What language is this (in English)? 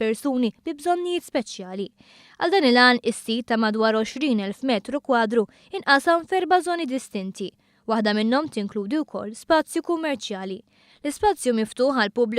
Maltese